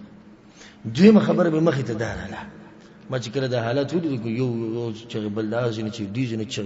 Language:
Pashto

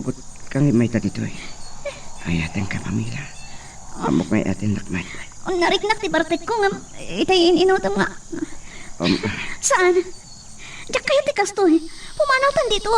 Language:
Iloko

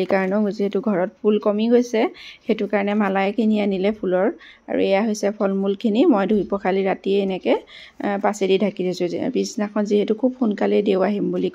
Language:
Assamese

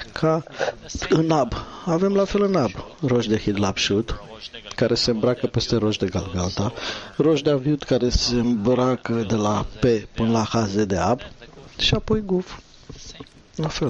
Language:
Romanian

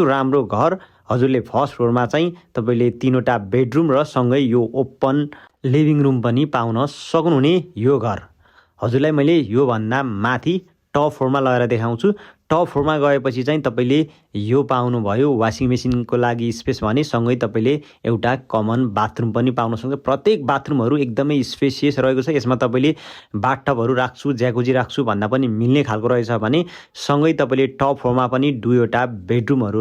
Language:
Nepali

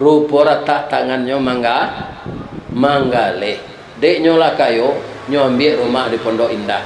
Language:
Minangkabau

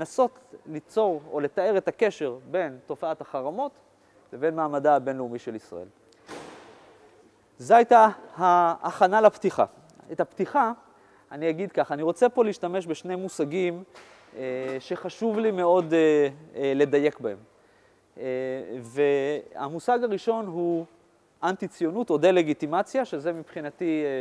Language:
Hebrew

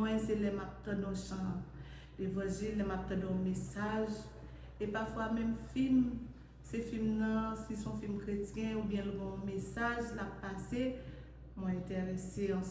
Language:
Haitian Creole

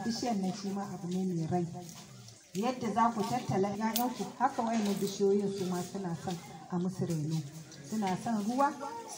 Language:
Hausa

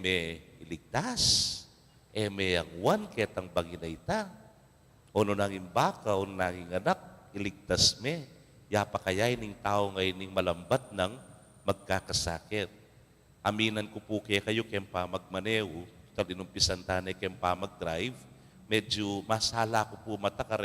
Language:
Pampanga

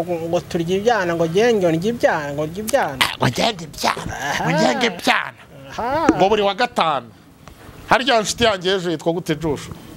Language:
Kinyarwanda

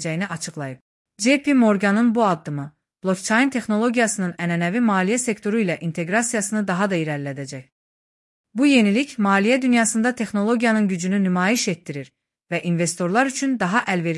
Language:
Azerbaijani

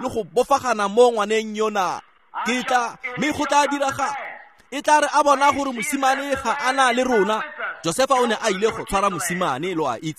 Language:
Tswana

